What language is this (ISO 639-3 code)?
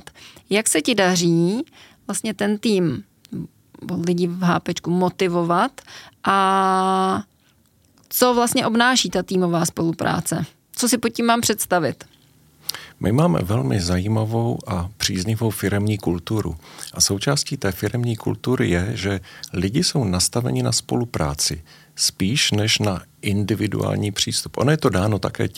ces